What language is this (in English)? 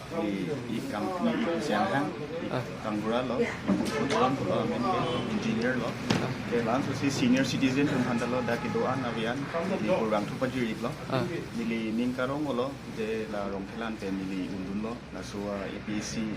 Karbi